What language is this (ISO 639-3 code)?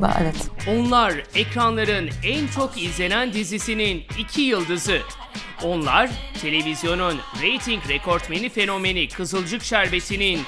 tur